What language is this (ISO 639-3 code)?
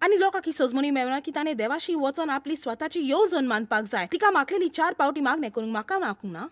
kok